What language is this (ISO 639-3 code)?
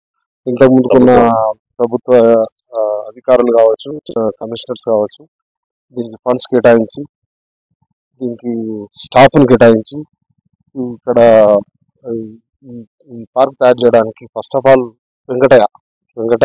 tel